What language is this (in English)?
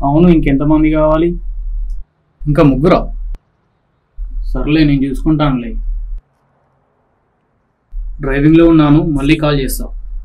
Telugu